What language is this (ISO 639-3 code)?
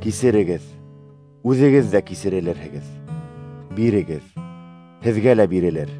bak